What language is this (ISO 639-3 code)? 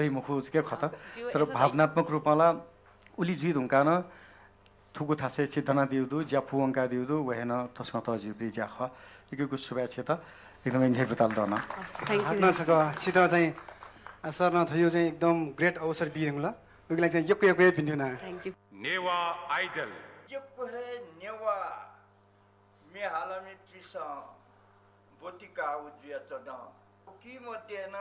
new